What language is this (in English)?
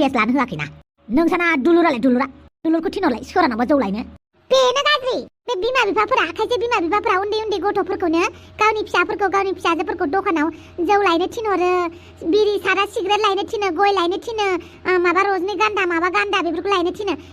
Bodo